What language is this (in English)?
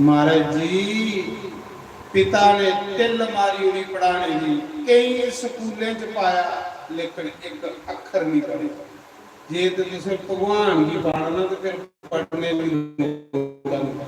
Dogri